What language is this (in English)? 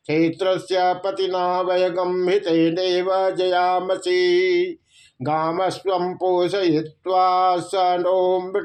Sanskrit